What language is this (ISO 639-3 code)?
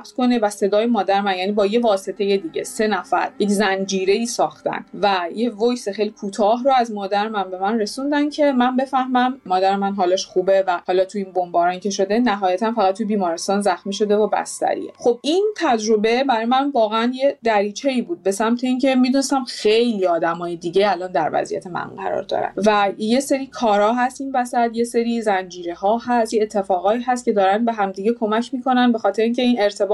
fas